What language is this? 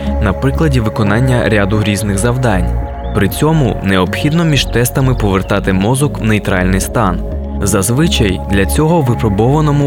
Ukrainian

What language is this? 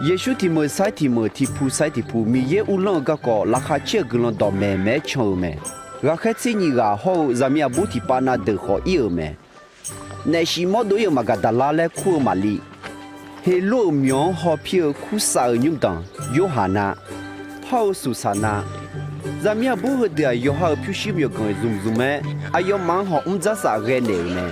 Akha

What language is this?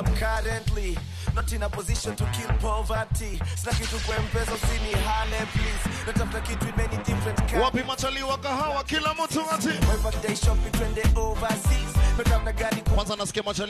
Swahili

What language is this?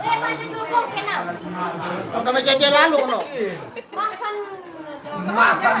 Sasak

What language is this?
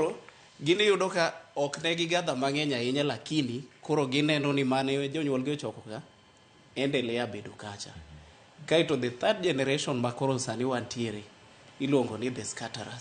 Luo (Kenya and Tanzania)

